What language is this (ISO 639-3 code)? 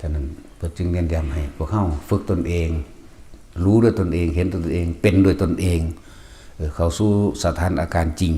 tts